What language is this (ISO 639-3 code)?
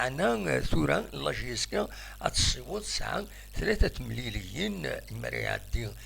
kab